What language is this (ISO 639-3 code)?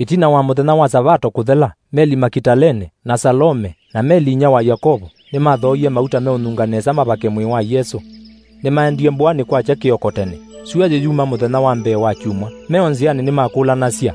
kam